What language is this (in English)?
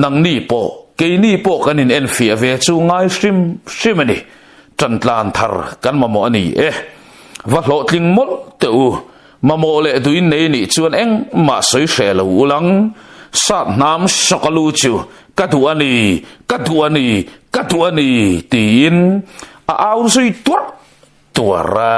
Mizo